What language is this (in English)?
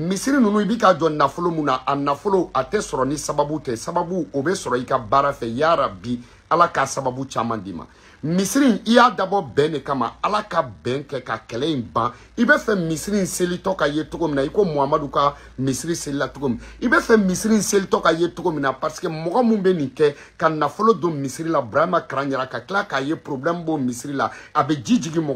Bambara